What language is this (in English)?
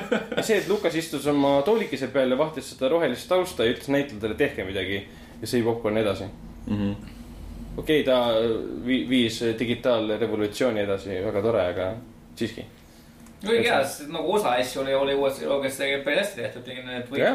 Estonian